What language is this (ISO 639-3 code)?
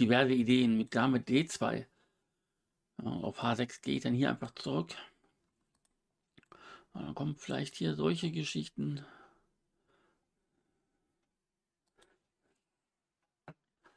deu